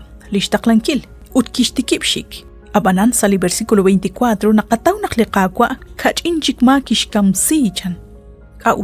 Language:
Kekchí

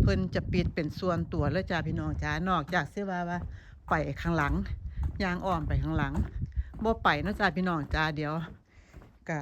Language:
Lao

